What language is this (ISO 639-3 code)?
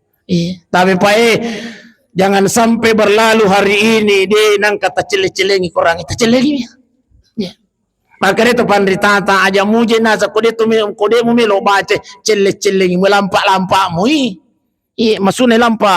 bug